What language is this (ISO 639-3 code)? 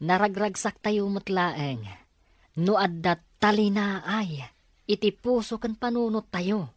ilo